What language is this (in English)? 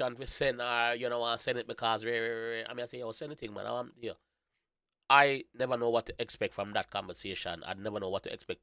Jamaican Creole English